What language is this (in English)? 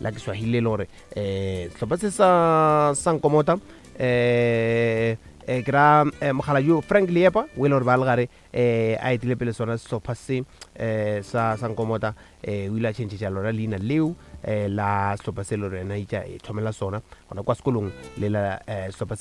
Northern Sotho